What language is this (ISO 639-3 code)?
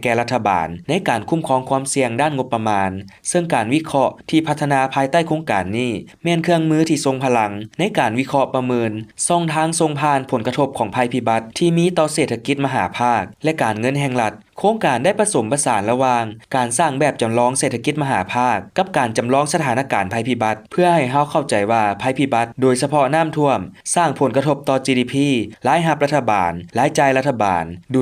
lao